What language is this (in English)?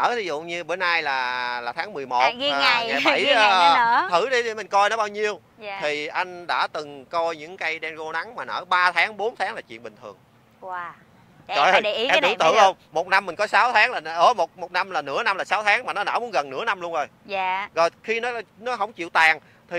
Vietnamese